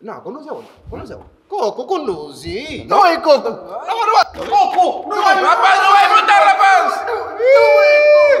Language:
Kabuverdianu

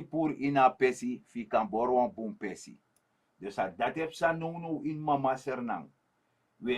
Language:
Sranan Tongo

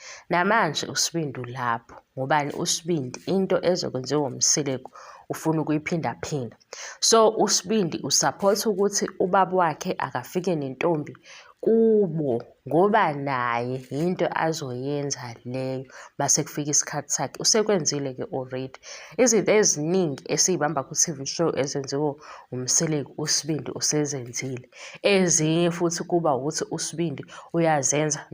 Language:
Zulu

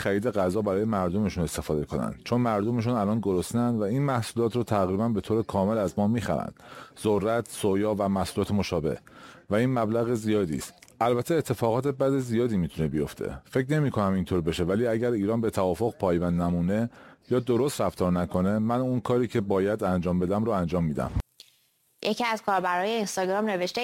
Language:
Persian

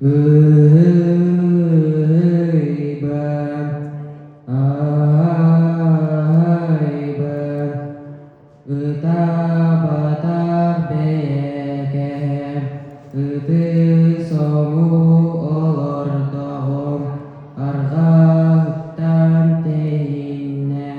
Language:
Yakut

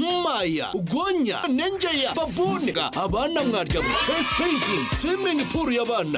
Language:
Nyankole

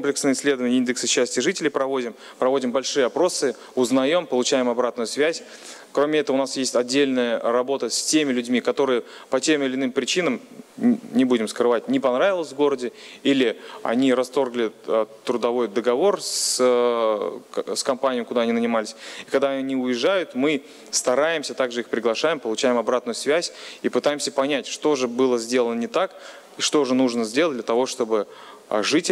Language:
Russian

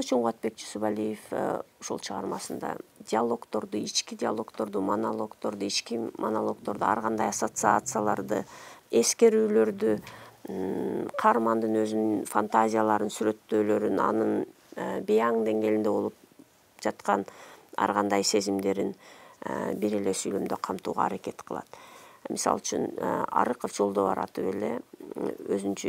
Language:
Kyrgyz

